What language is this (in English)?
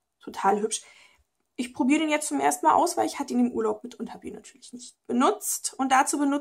German